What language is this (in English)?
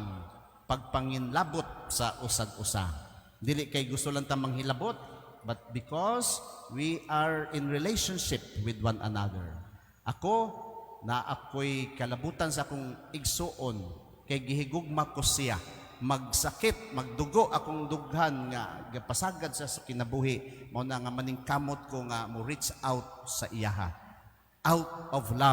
Cebuano